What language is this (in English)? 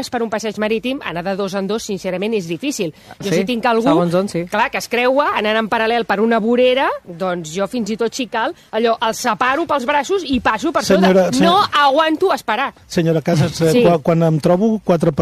Catalan